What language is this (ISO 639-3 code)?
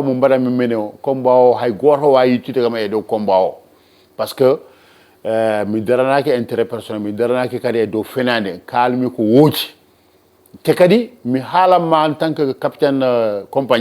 ful